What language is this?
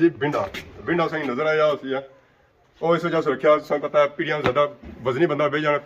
Pahari-Potwari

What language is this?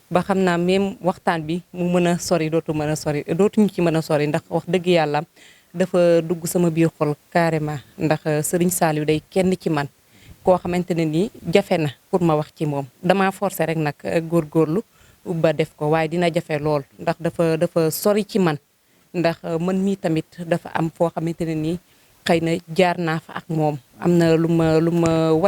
Wolof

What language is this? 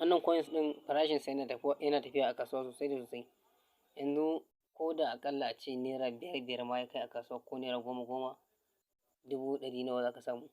Hausa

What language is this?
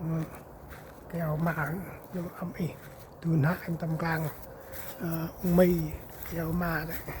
Central Mnong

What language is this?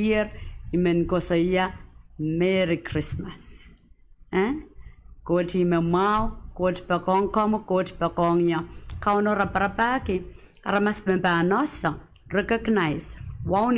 Pohnpeian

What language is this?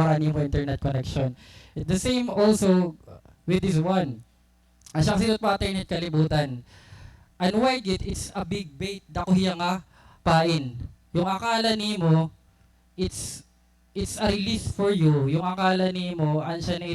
Waray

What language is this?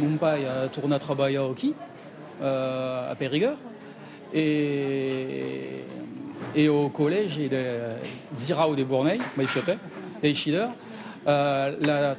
Occitan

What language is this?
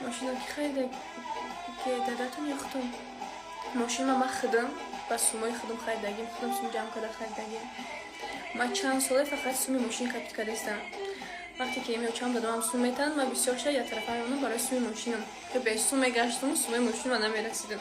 Tajik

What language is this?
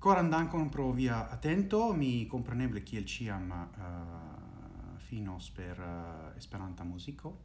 Esperanto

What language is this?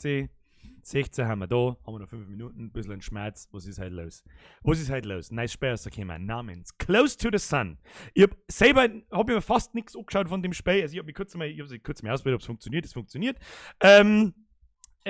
Bavarian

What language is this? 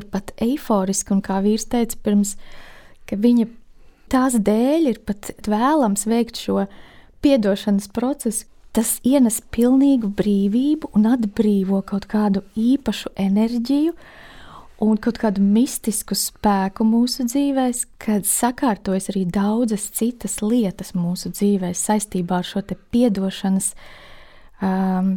Latvian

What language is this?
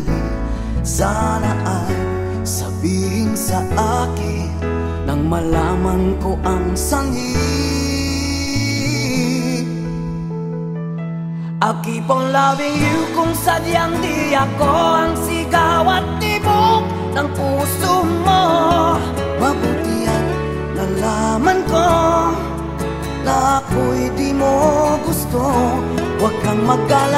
Filipino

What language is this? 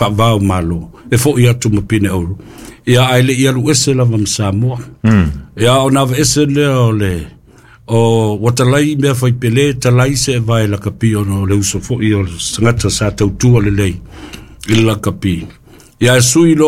Samoan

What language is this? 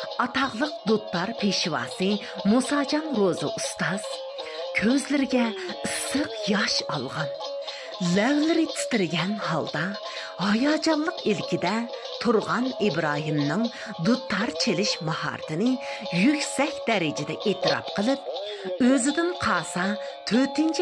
Uyghur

